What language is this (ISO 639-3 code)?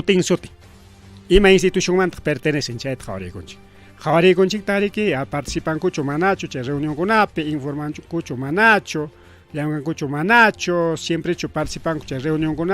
quy